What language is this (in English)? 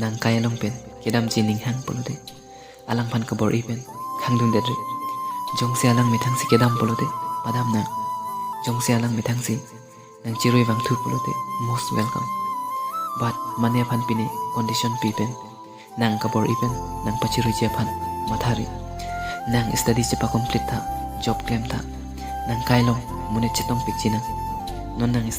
Karbi